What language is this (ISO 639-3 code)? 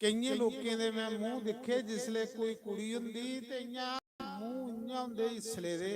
doi